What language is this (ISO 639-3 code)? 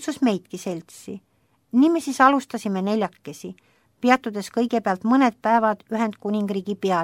est